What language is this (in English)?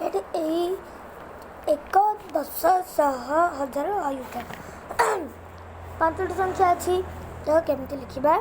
Odia